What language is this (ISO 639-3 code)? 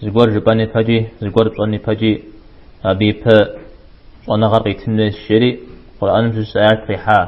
kbd